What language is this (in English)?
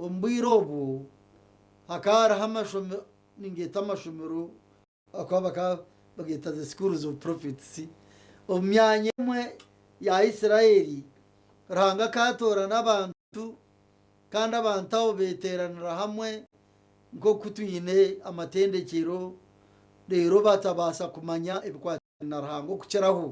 Nyankole